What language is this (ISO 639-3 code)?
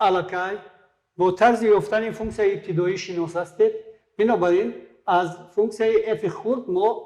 tgk